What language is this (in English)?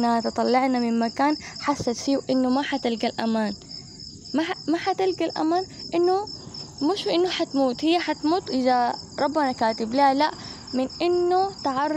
Sudanese Arabic